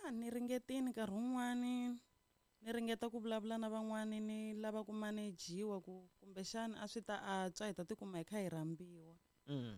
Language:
Tsonga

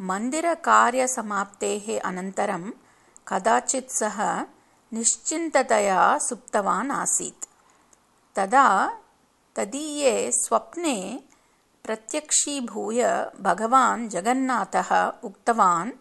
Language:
Sanskrit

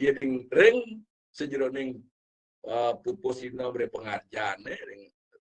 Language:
Balinese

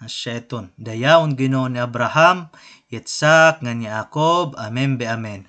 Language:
Waray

